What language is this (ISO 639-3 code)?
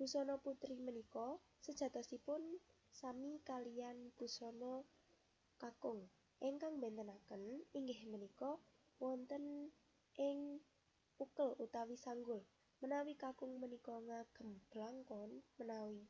jav